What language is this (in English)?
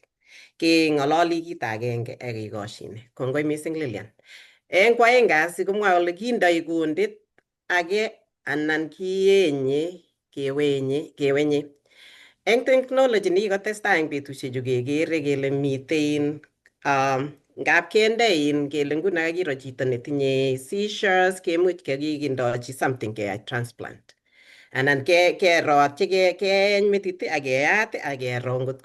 Kalenjin